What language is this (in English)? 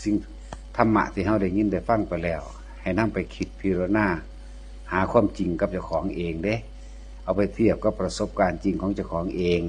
Northeastern Thai